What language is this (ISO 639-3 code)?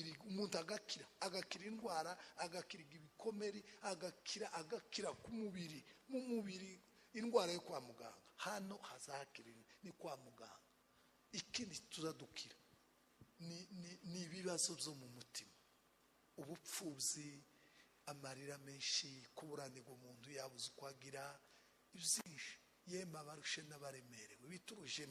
kin